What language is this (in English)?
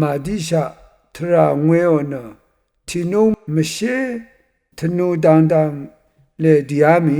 Rawang